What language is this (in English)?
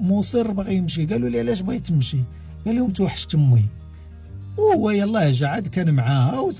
Moroccan Arabic